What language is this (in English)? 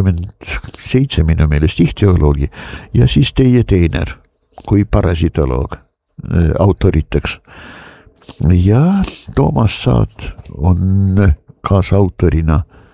Estonian